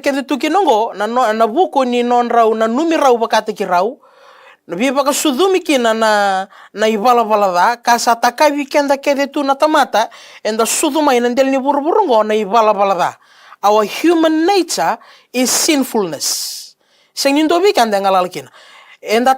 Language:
Fijian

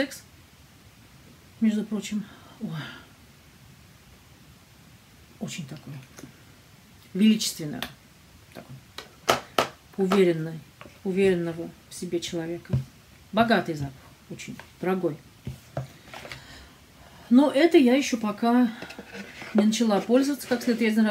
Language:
Russian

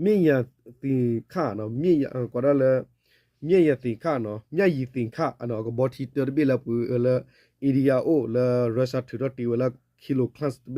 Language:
S'gaw Karen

